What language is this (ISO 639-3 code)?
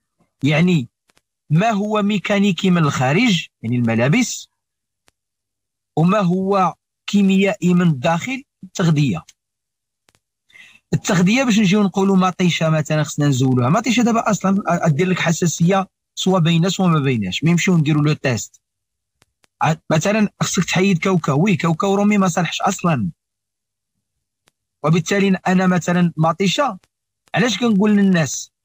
ary